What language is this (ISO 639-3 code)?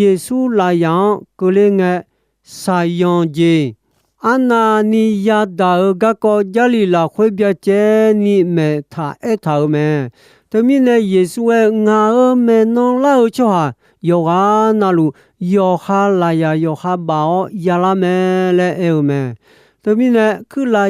ahk